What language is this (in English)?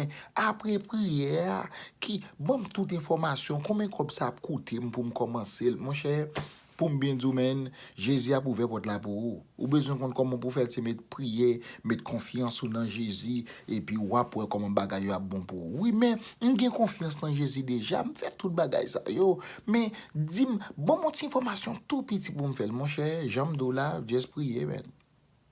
Haitian Creole